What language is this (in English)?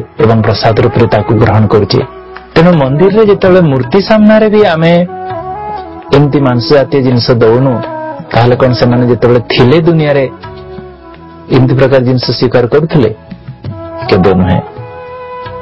Odia